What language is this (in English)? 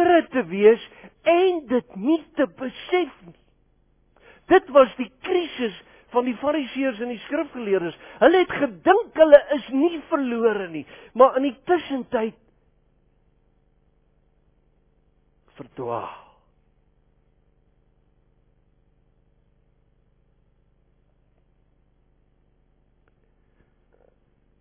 Afrikaans